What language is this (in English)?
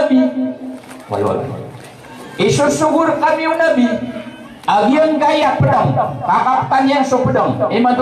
Maranao